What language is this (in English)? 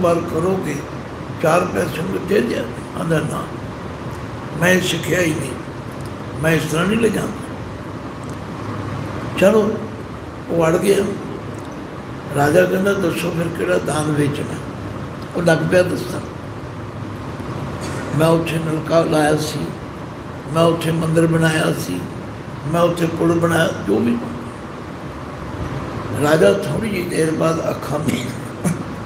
Punjabi